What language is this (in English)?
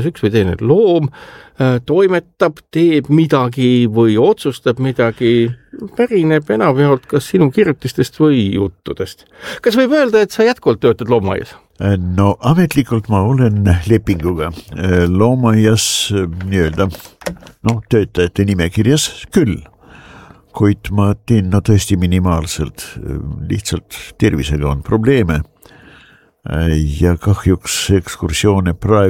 Estonian